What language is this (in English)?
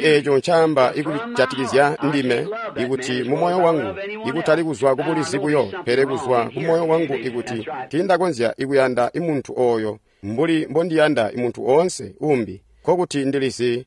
Tonga (Zambia)